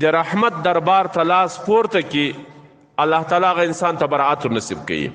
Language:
Pashto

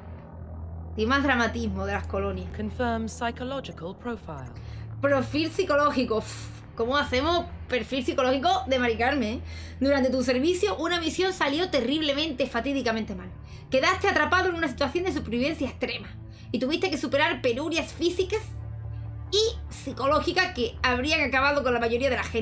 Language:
Spanish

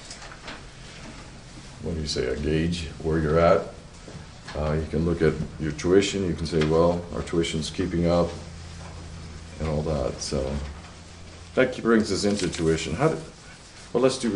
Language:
English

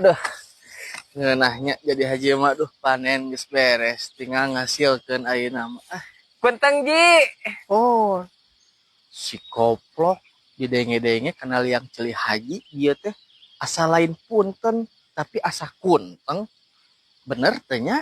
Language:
Sundanese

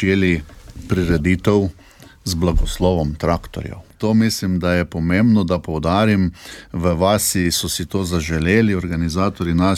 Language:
Slovenian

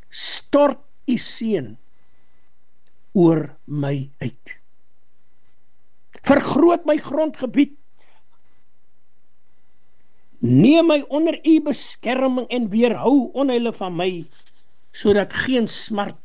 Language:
Afrikaans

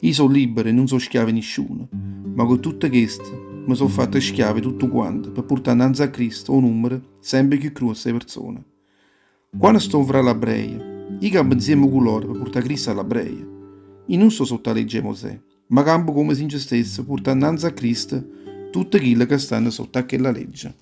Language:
Neapolitan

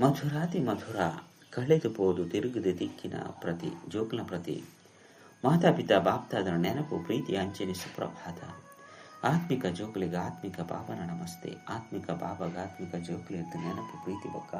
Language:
Tulu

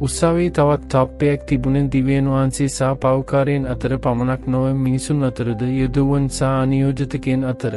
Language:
Sinhala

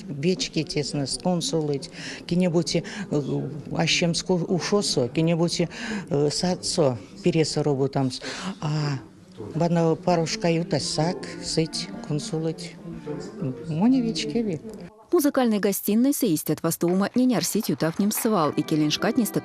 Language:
Erzya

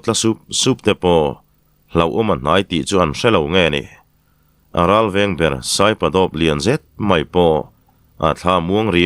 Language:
Mizo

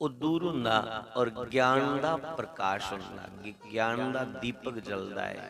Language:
Dogri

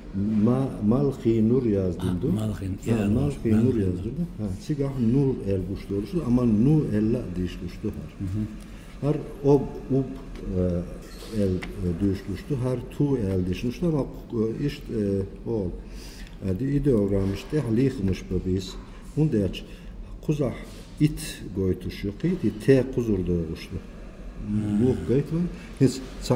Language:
Chechen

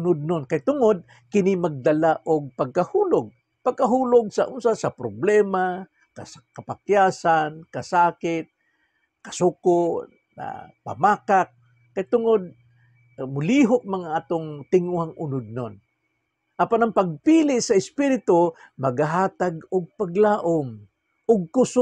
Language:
Cebuano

